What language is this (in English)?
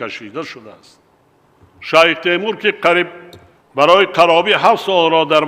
Tajik